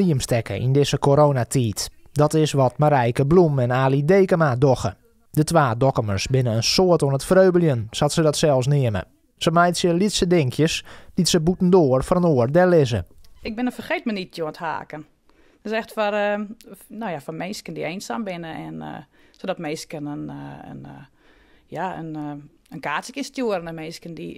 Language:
Western Frisian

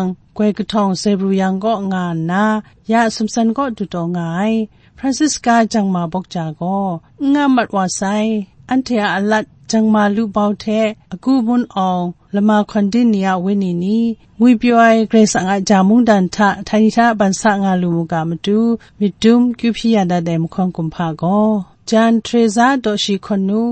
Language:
Kachin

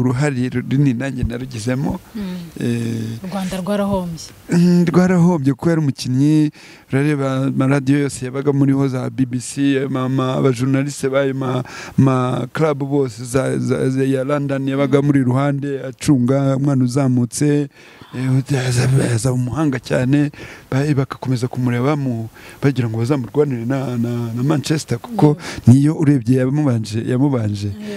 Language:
Kinyarwanda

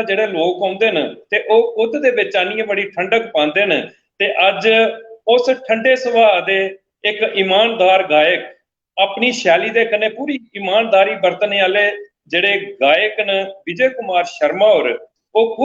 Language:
Dogri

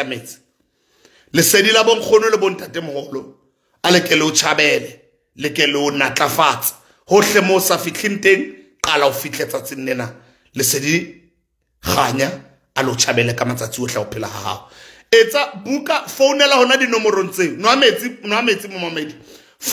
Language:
Southern Sotho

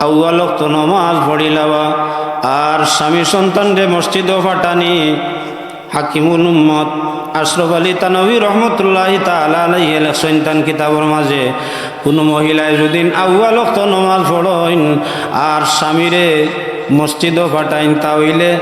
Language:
Sylheti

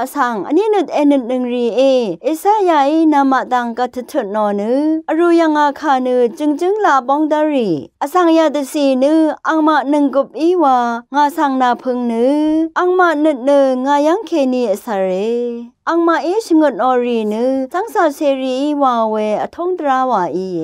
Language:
Rawang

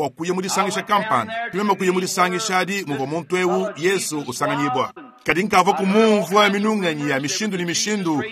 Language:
Luba-Lulua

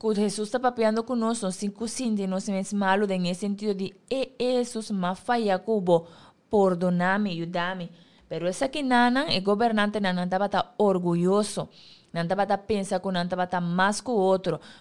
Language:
Papiamento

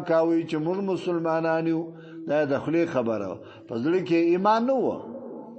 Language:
Pashto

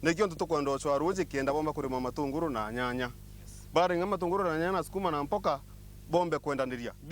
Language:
Meru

